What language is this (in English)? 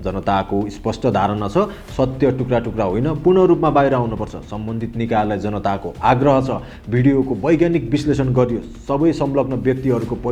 Nepali